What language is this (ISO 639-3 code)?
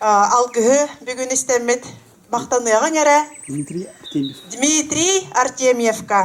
sah